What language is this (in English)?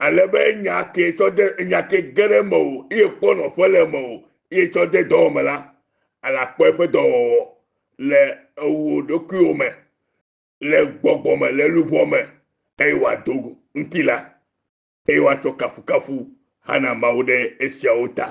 Ewe